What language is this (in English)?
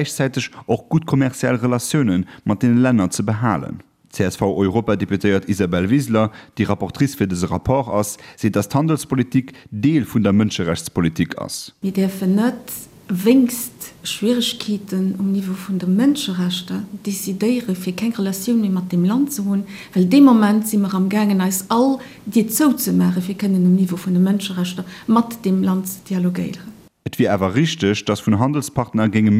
Luxembourgish